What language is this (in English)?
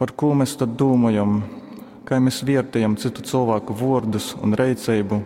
Latgalian